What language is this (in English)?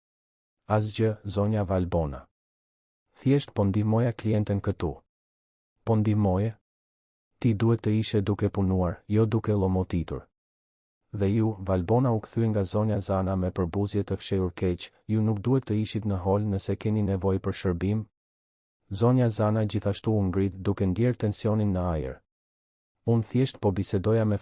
Albanian